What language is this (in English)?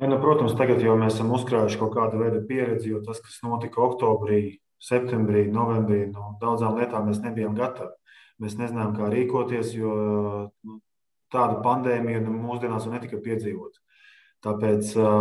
Latvian